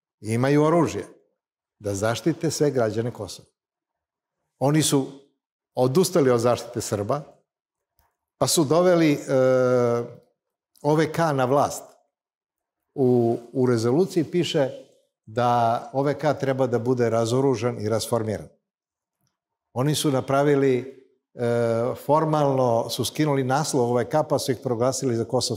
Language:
Serbian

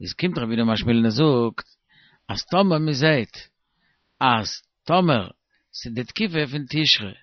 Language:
Yiddish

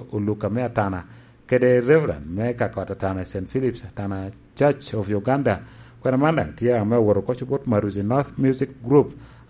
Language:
Lango (Uganda)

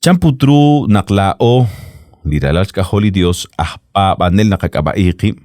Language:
Kekchí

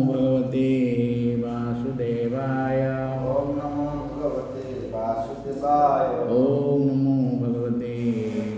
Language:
Odia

